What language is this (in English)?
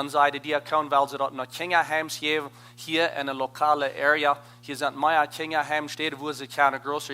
Plautdietsch